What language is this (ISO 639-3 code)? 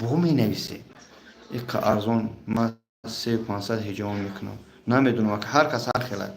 tgk